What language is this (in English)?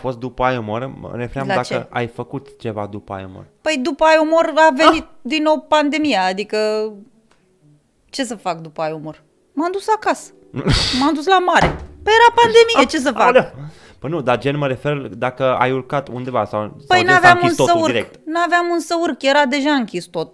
Romanian